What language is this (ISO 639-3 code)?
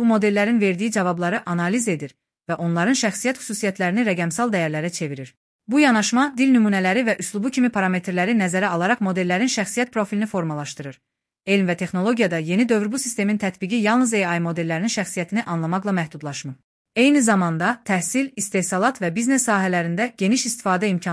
aze